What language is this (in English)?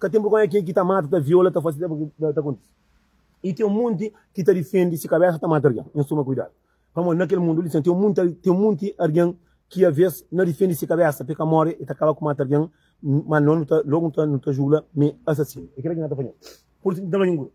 Kabuverdianu